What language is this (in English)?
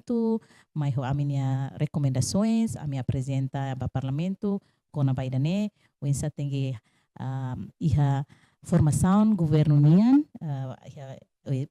Tetum